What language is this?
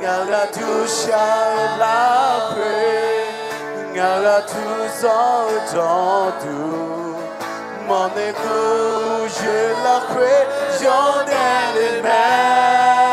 Akha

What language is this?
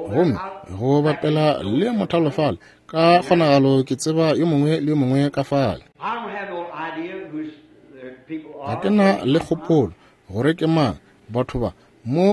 Northern Sotho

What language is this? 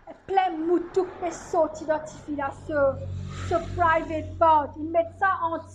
Morisyen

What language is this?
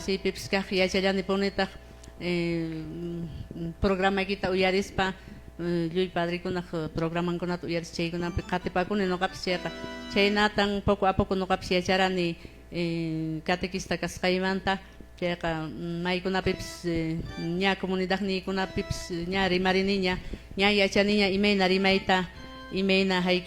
Quechua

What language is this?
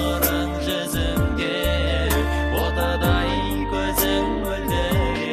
Kazakh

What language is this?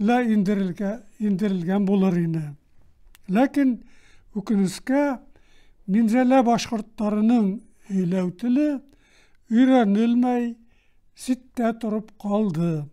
Bashkir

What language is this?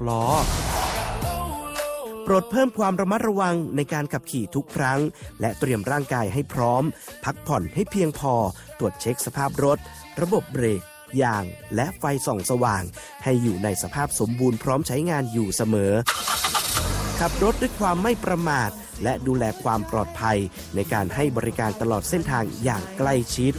Thai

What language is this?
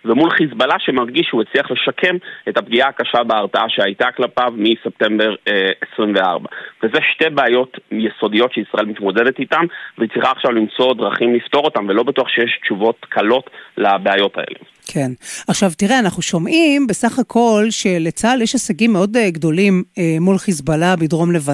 Hebrew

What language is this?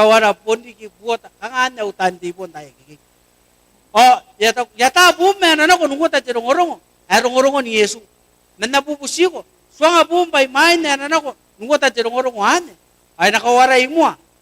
Gilbertese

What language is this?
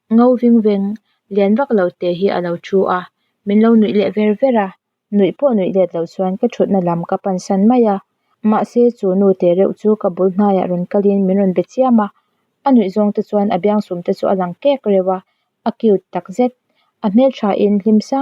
Mizo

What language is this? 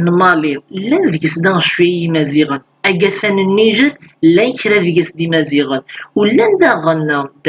Kabyle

